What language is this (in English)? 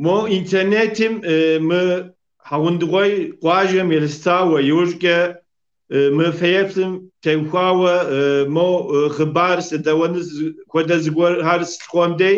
Kabardian